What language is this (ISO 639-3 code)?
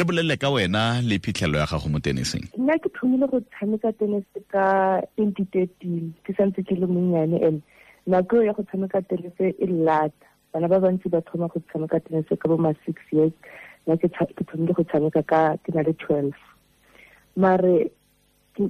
tsn